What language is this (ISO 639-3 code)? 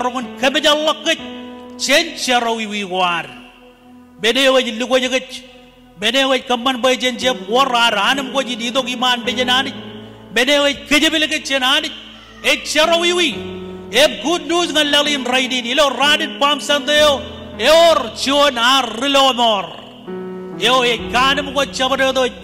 mah